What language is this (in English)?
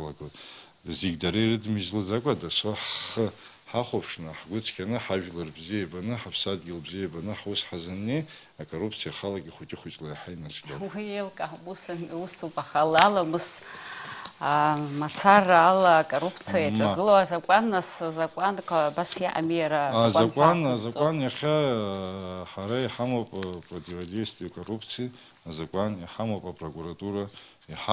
Abkhazian